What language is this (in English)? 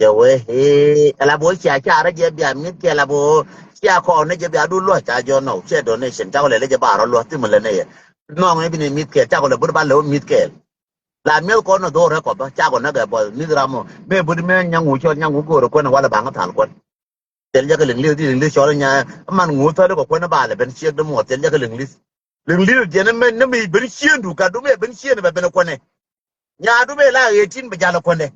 Nuer